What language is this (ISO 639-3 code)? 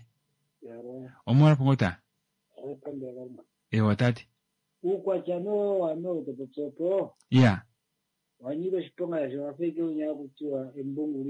kua